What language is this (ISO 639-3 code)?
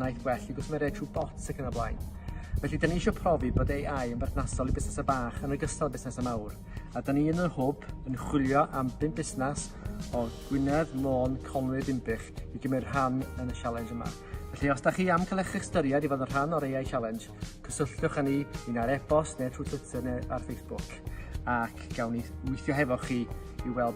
cym